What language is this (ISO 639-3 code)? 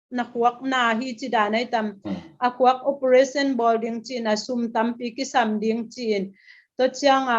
ctd